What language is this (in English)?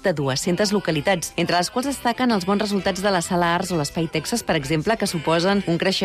Catalan